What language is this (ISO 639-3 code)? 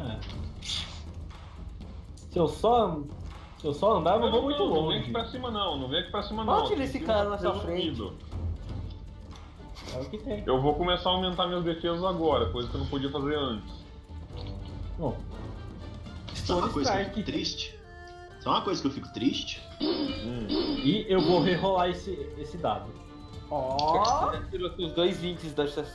por